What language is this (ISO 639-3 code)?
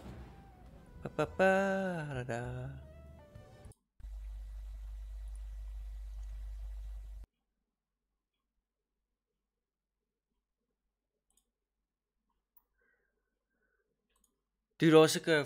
afr